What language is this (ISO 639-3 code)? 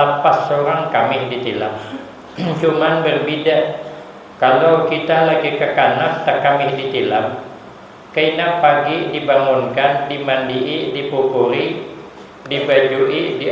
bjn